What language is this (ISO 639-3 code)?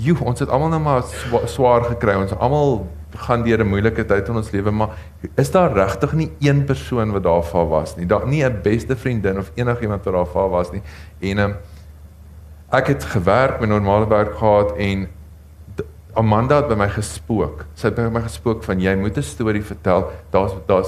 afr